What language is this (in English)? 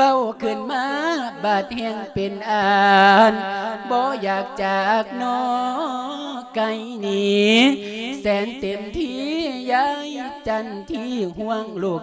Lao